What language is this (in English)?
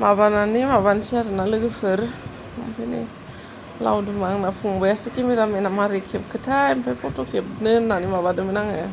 Bodo